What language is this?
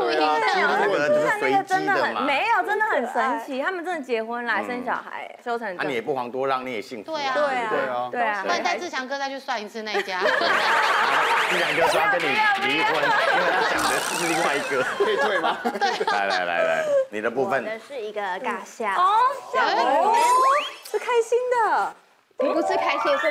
Chinese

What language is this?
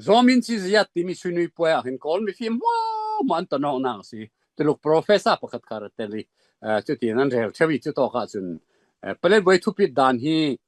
Falam Chin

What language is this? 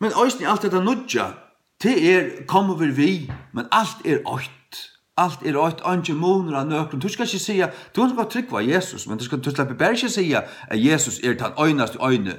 Faroese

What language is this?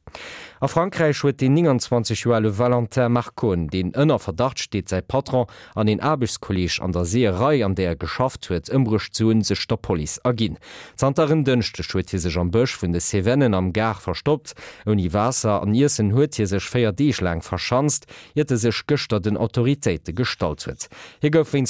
Luxembourgish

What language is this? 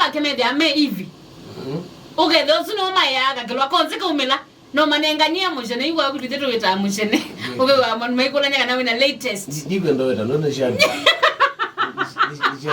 Kamba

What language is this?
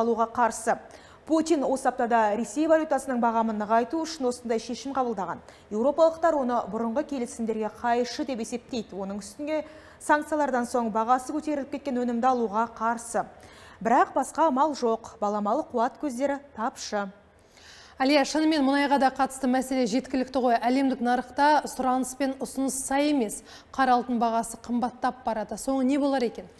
Kazakh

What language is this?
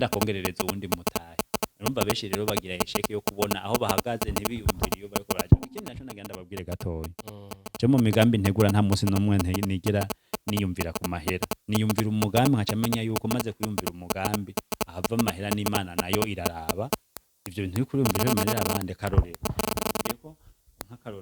Rundi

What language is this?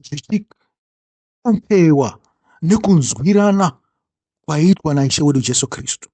Shona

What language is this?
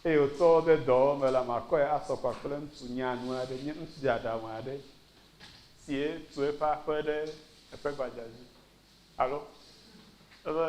Ewe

